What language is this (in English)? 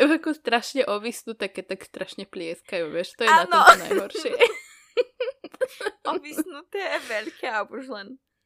Slovak